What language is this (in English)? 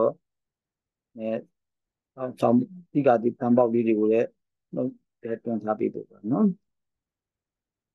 Burmese